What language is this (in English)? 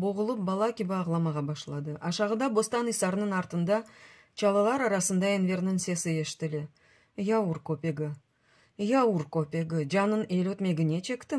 Crimean Tatar